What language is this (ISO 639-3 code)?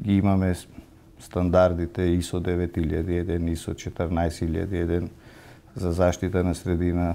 mkd